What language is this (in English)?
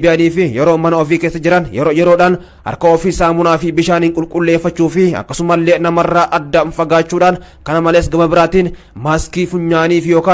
Oromo